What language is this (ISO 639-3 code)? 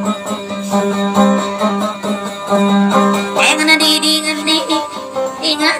ind